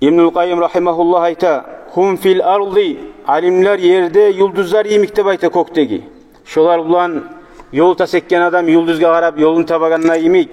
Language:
Kumyk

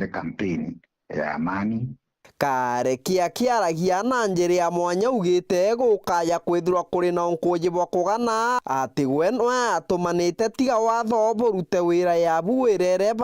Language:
Meru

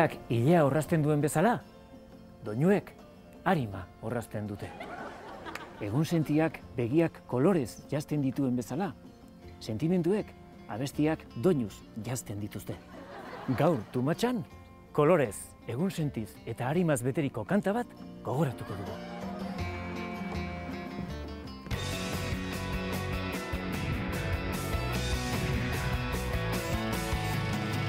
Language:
Basque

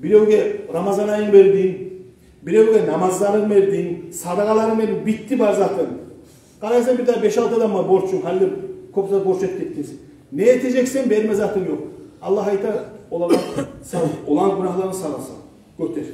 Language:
Kumyk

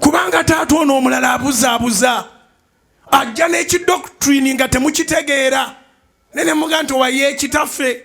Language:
Ganda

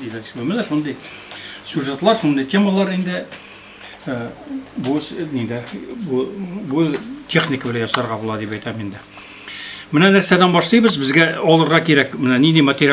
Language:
Tatar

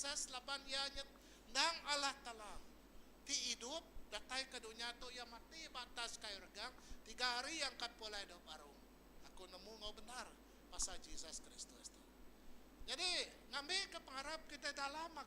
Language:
Iban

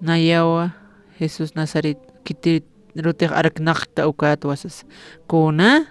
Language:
Aymara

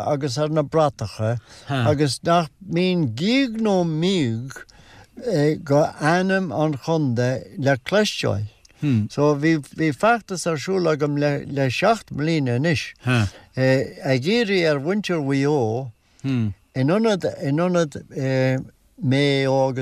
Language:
Irish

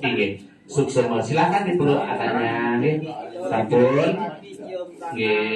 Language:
Balinese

